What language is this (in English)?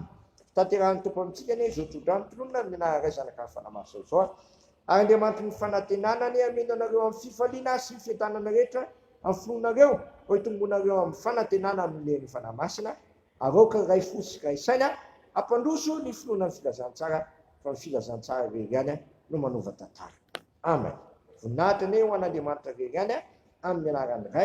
Malagasy